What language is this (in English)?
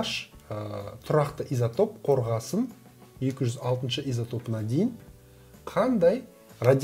Kazakh